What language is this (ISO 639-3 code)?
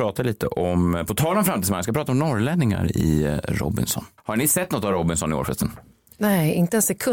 swe